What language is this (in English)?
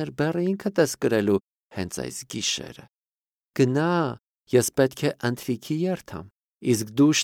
Armenian